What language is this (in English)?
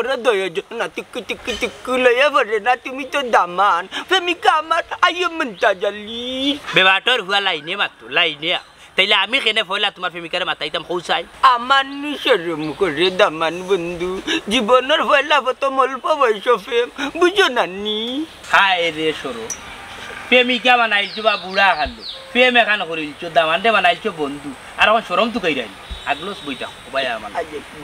Sylheti